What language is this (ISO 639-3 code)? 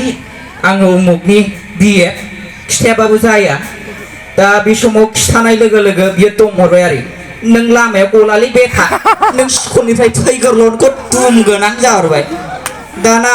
brx